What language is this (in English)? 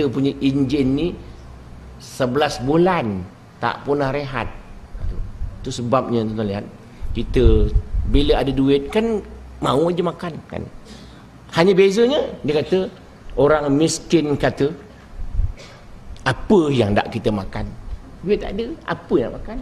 Malay